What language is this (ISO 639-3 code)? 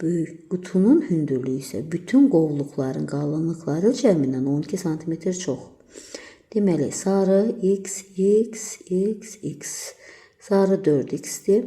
aze